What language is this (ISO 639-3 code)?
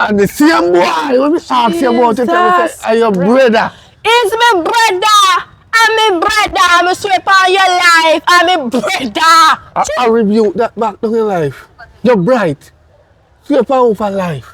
jam